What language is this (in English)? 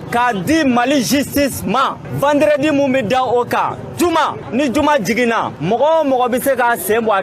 Bambara